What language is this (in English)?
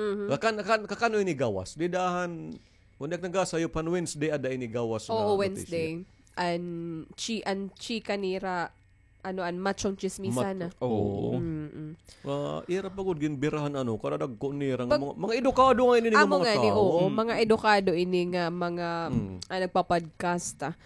Waray